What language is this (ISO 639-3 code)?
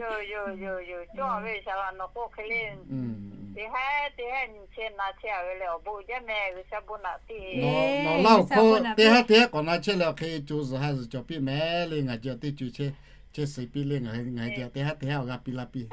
lhu